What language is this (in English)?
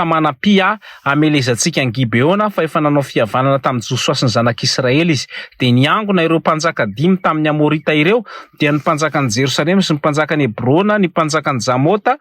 Malagasy